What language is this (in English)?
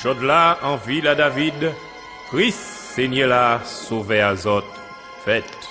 Guadeloupean Creole French